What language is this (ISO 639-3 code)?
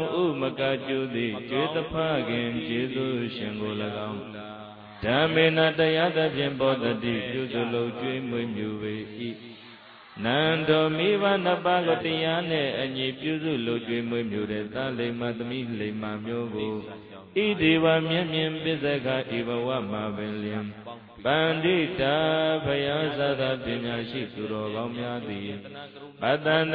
mya